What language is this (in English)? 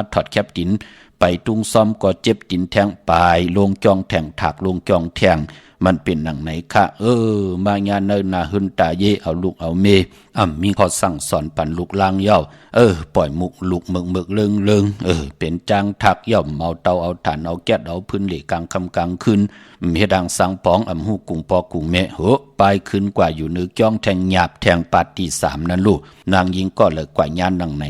Shan